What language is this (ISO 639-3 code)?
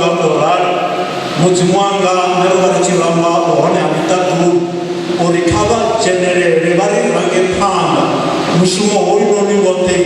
ven